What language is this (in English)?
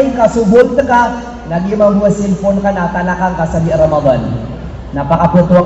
Maranao